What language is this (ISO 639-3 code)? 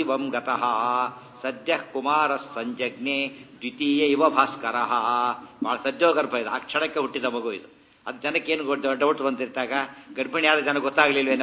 kan